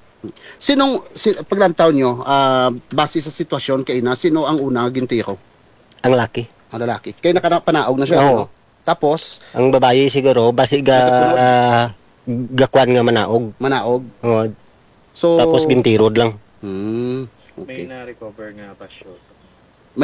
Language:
Hiligaynon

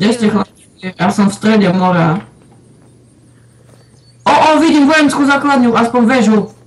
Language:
Slovak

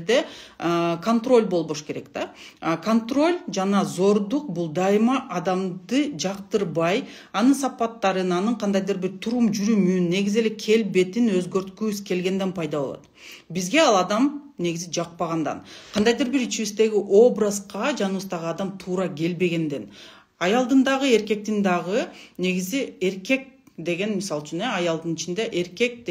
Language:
Kyrgyz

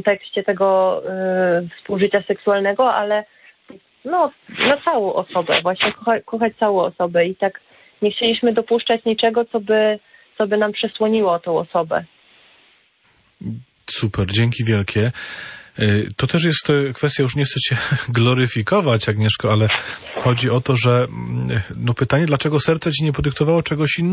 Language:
Polish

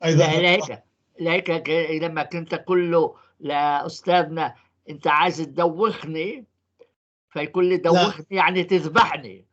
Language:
North Levantine Arabic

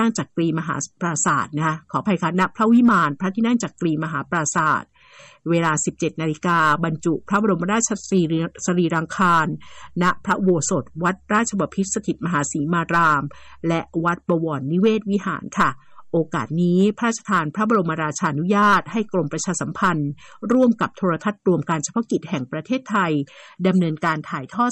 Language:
Thai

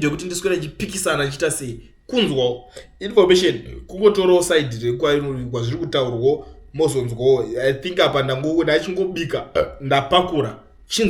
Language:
Shona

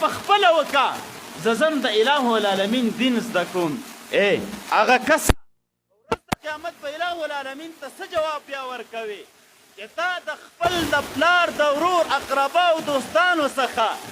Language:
Pashto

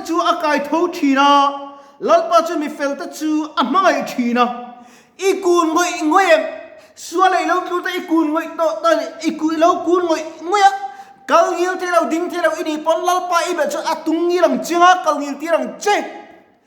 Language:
Mizo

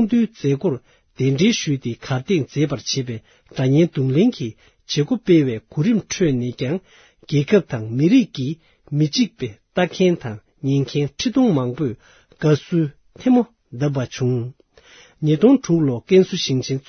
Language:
Tibetan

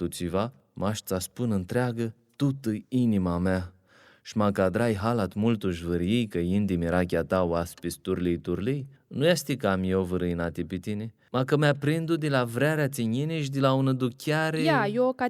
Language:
Aromanian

